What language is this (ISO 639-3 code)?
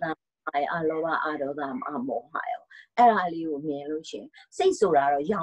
mya